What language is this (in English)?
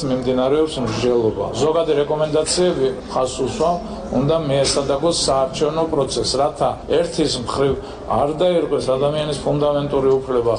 Georgian